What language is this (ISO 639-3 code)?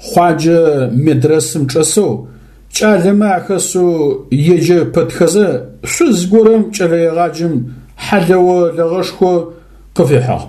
ady